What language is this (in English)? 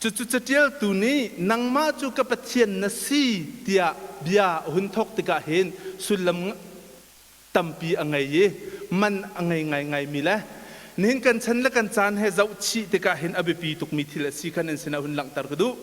Hakha Chin